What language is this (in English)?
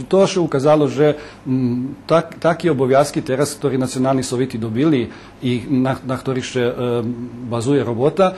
Rusyn